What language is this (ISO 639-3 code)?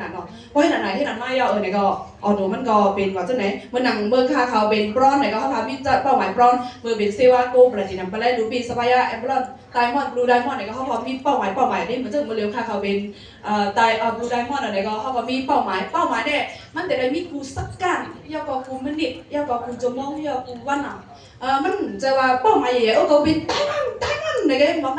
shn